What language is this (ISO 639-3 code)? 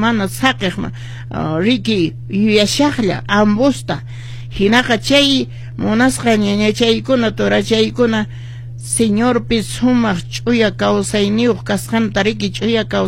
que